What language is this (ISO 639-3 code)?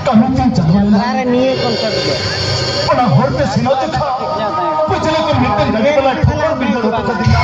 sat